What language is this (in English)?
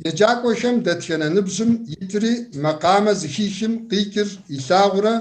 Kabardian